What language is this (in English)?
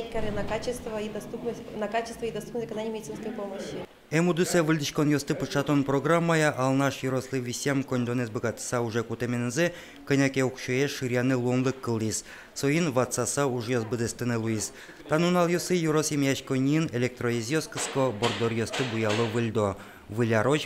Udmurt